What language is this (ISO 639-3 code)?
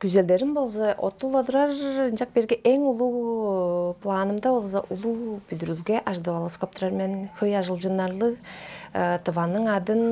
tyv